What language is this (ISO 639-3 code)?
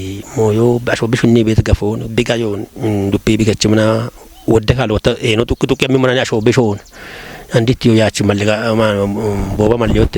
kbr